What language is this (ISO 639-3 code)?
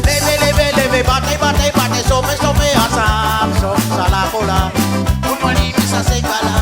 rcf